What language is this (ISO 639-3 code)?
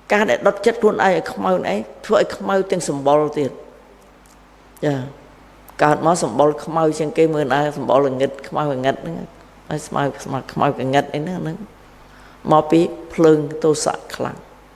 khm